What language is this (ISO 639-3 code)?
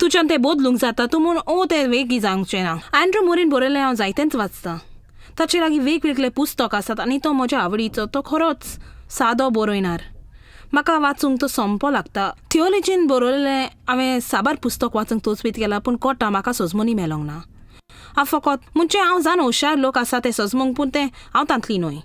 kok